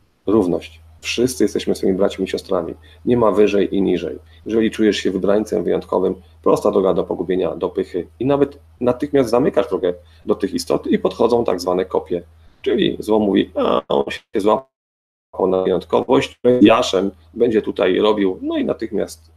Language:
Polish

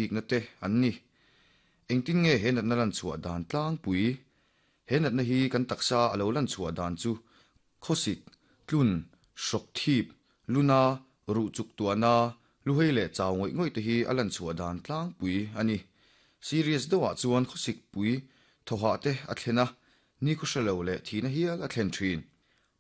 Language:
Mizo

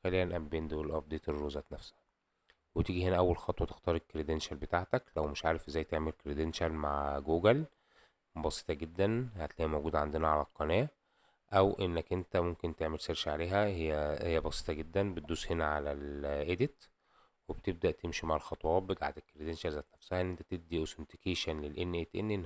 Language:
Egyptian Arabic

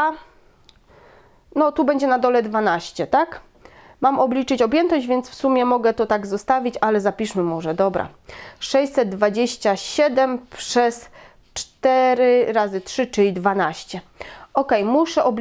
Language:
Polish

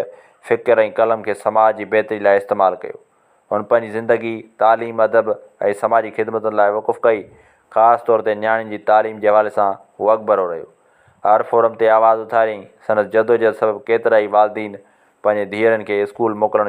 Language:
Sindhi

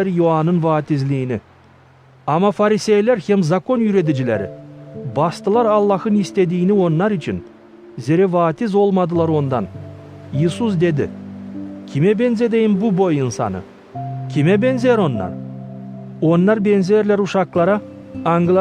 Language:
Gagauz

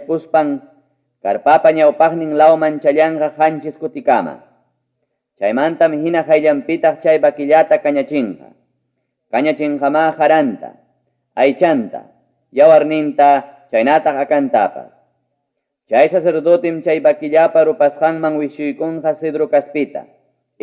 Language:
Ayacucho Quechua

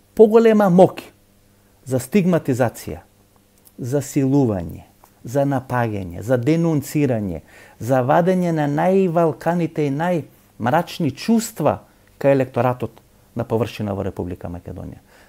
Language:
Macedonian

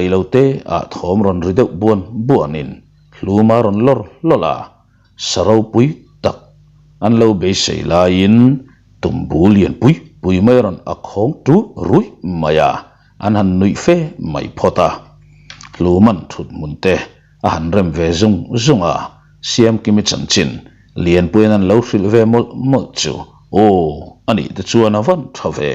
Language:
Mizo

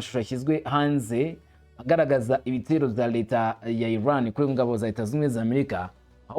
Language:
Kinyarwanda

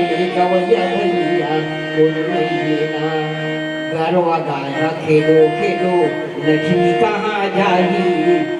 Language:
Chhattisgarhi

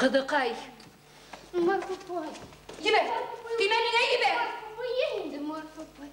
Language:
Bashkir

